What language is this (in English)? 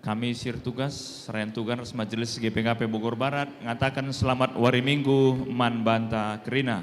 Batak Karo